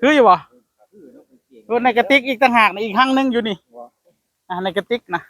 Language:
Northeastern Thai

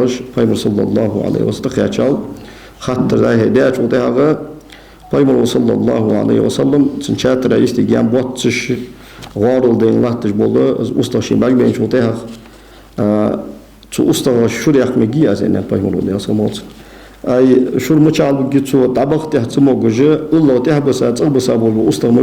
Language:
Ingush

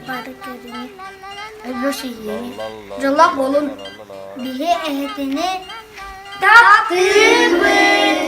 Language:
Yakut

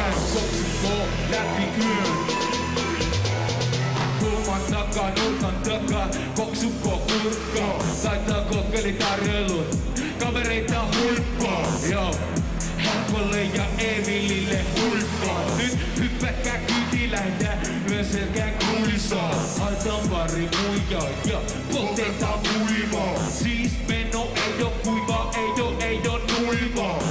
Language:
Finnish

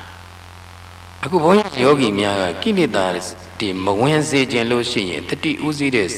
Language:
Burmese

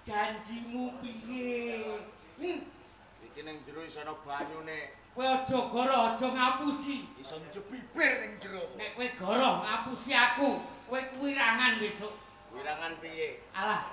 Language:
Javanese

